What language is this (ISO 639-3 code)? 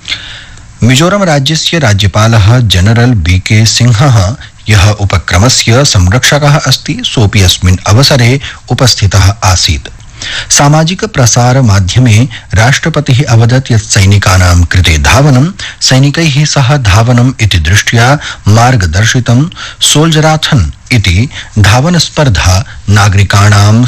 san